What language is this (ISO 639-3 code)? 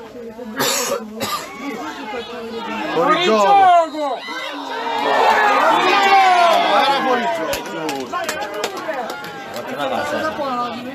ita